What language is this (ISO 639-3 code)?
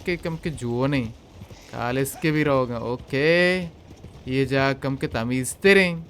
bal